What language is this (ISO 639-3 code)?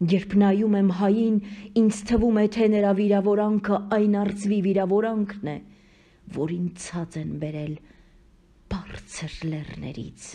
hye